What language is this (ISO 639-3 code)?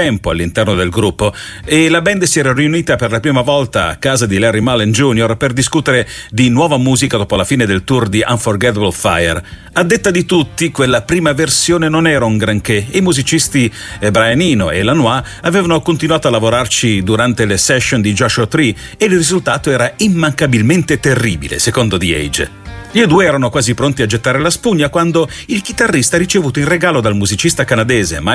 ita